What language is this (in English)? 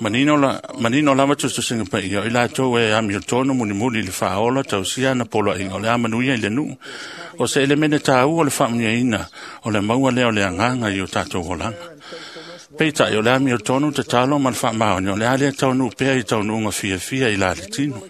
Samoan